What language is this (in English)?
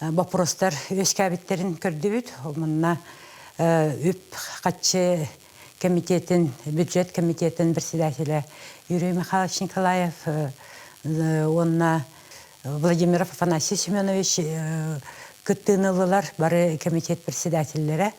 Yakut